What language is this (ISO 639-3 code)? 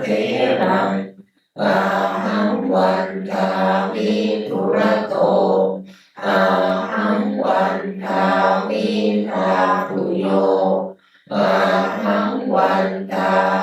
pli